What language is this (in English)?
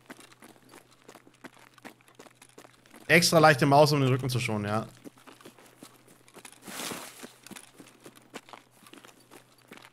German